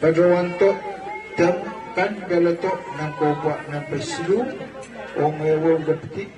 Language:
Pohnpeian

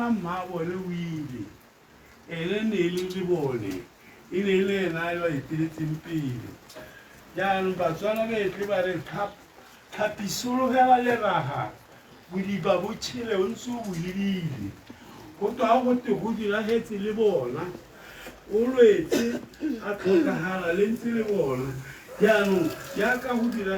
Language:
Tswana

